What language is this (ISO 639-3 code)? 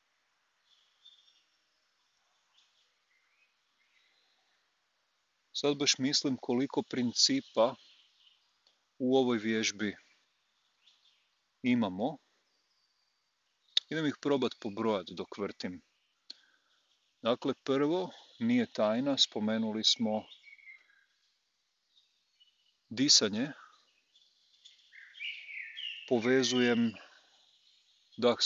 hrv